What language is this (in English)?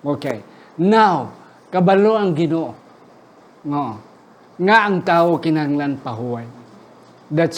Hiligaynon